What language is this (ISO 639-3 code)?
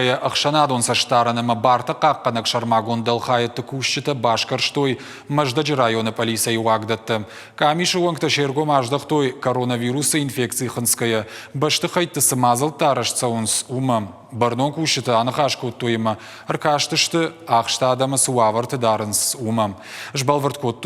oss